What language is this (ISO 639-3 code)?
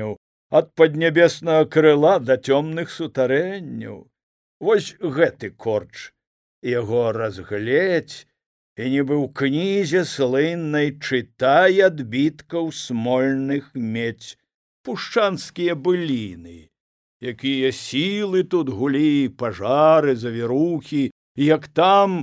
bel